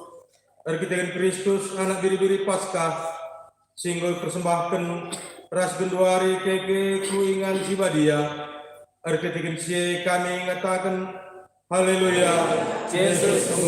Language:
Batak Karo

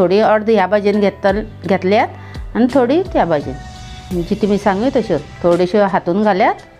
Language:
Konkani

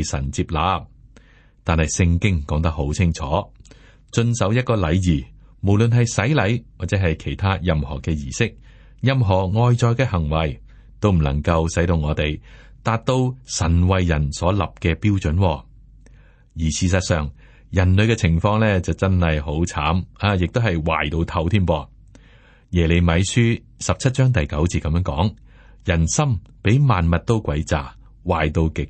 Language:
Cantonese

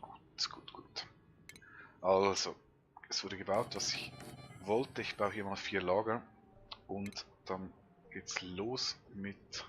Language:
Swiss German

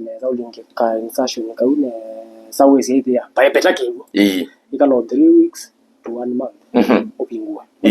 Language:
Kamba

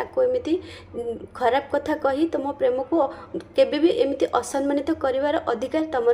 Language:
Odia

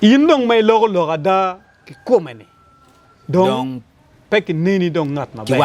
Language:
Acoli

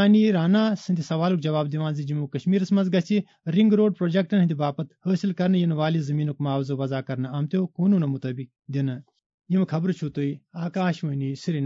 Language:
Kashmiri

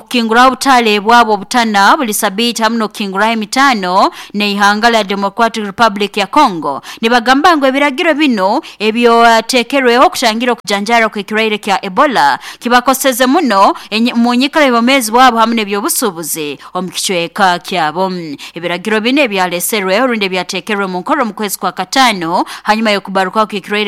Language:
Nyoro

